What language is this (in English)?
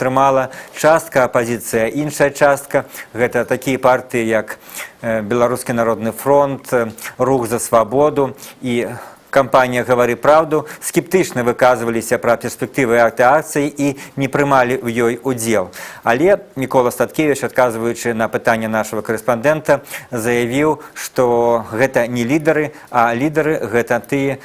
Belarusian